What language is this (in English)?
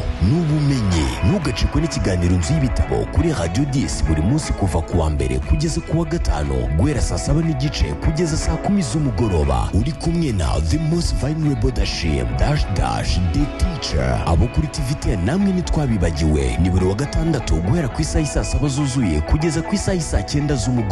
Kinyarwanda